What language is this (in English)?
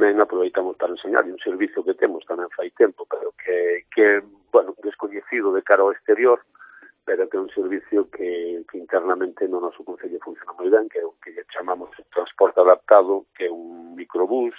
Galician